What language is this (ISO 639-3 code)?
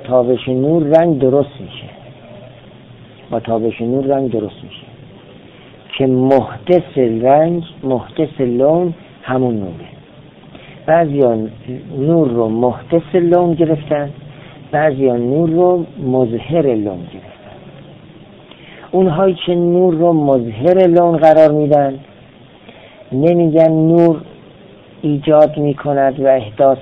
fas